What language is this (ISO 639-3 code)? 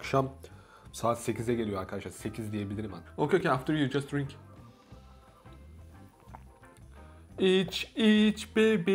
tur